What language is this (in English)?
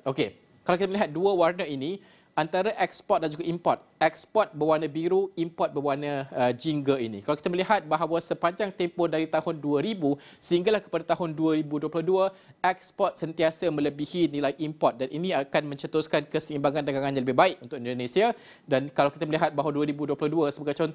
Malay